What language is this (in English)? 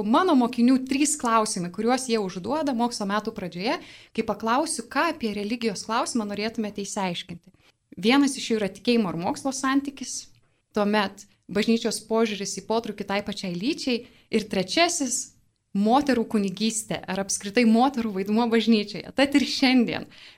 Lithuanian